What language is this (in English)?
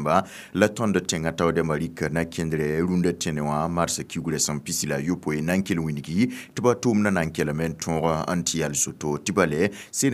Mossi